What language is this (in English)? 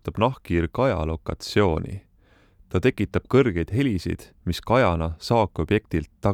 Estonian